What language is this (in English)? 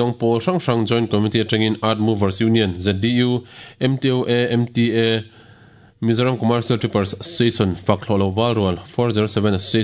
Mizo